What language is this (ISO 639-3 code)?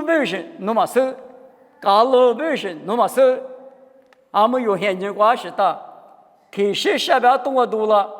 lis